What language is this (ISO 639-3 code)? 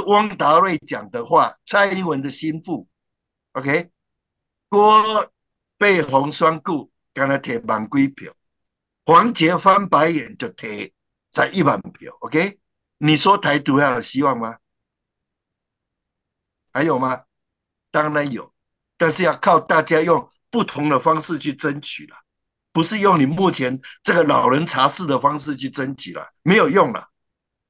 zho